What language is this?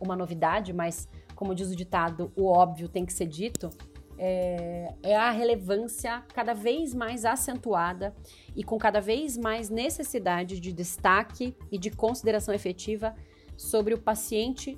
Portuguese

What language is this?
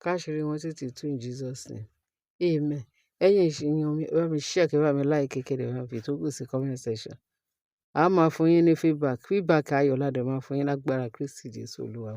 Yoruba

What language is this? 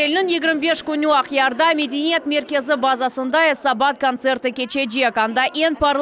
Crimean Tatar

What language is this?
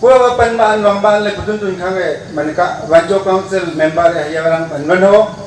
Wancho Naga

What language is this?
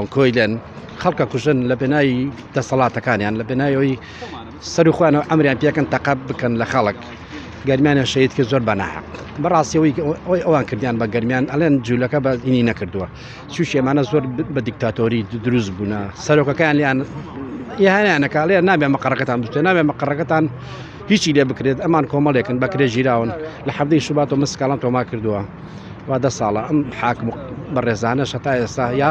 Central Kurdish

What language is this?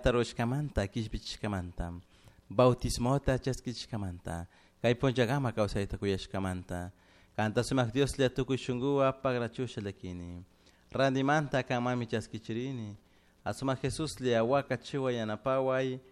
Chimborazo Highland Quichua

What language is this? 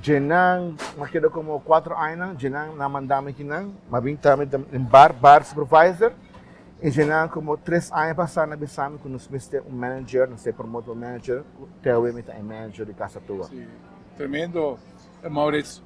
Papiamento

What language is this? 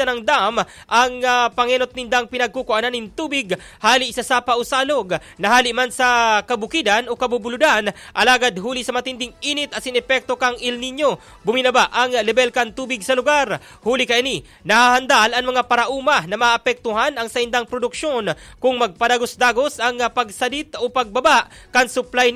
Bikol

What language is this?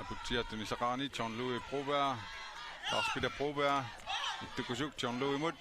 Kalaallisut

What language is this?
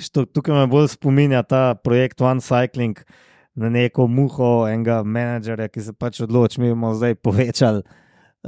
Slovenian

